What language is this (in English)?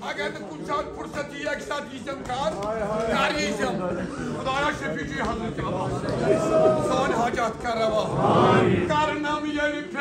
Kashmiri